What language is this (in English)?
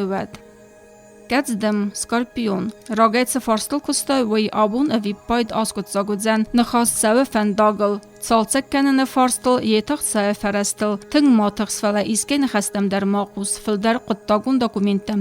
Ossetic